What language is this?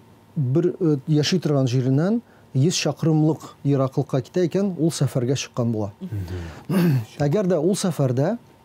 Tatar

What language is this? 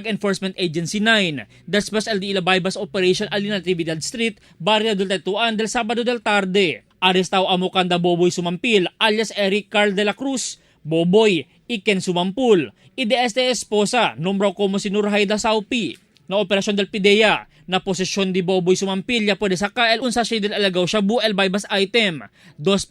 Chavacano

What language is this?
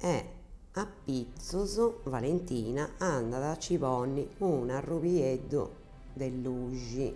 Sardinian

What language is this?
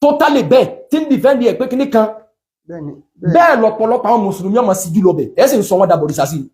Yoruba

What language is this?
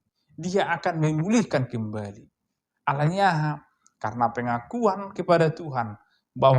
Batak Toba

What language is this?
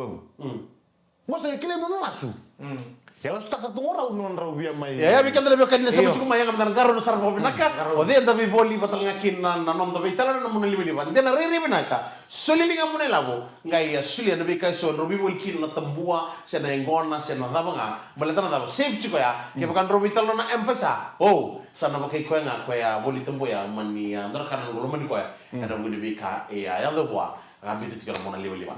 Fijian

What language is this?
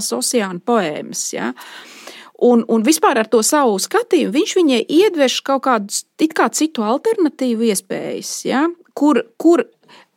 Latvian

